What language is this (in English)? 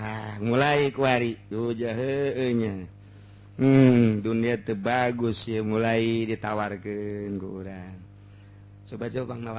Sundanese